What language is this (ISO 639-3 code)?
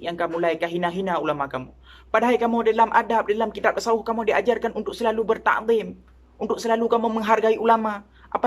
ace